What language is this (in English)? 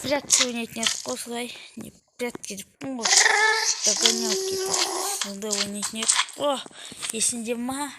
Kazakh